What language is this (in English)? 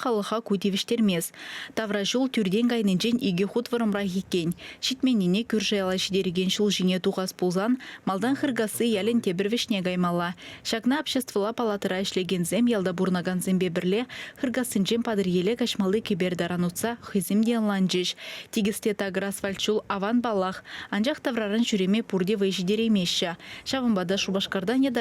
Chuvash